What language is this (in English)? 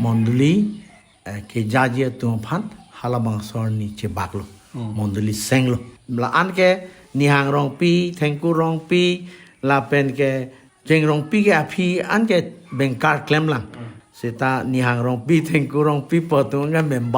Karbi